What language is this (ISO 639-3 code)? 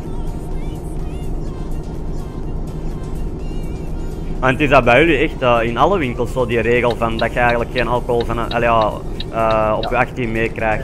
nld